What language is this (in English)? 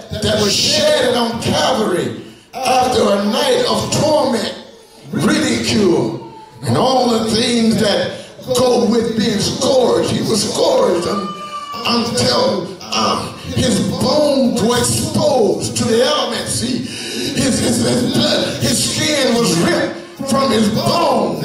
English